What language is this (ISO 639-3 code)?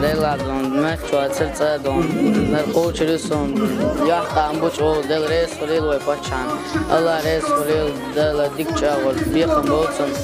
che